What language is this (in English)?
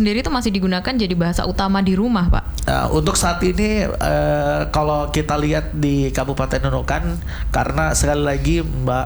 Indonesian